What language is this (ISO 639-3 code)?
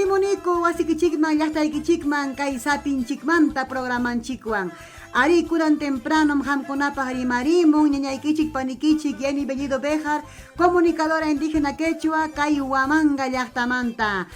quy